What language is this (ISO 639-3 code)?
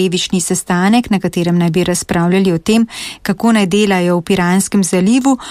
slv